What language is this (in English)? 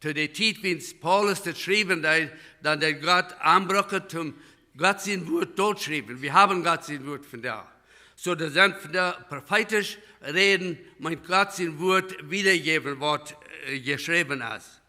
Plautdietsch